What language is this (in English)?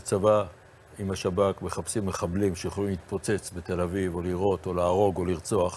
Hebrew